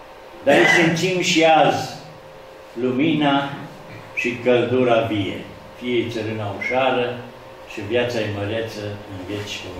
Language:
Romanian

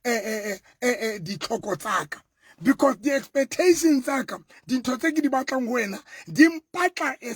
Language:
Southern Sotho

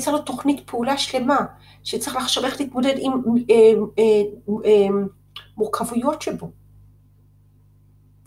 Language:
Hebrew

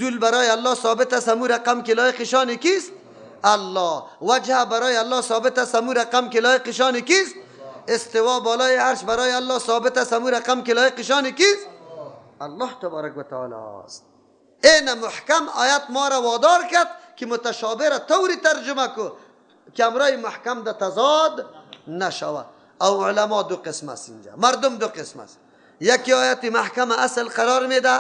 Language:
Persian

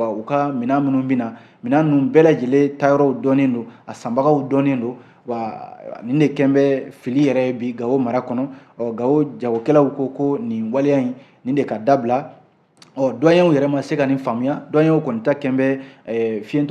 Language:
Bambara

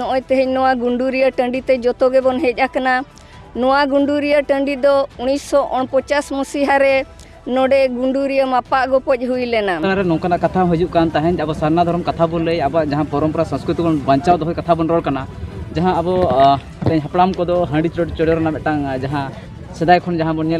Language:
Santali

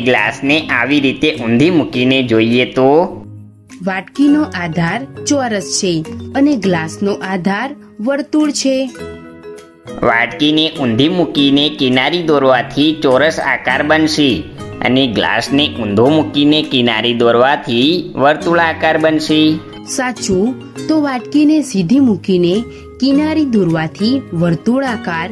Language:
Gujarati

